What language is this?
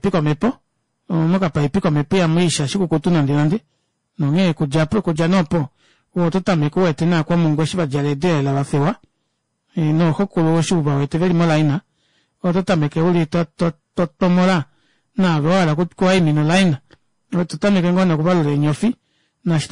Kuanyama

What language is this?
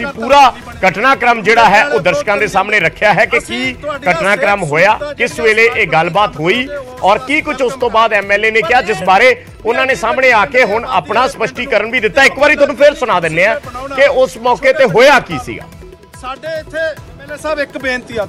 Punjabi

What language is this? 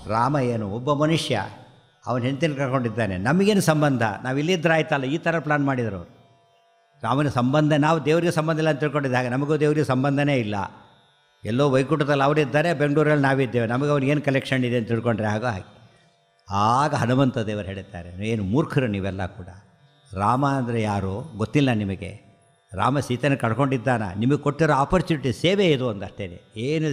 Kannada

